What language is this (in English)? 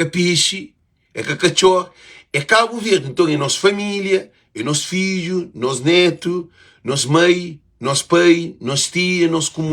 Kabuverdianu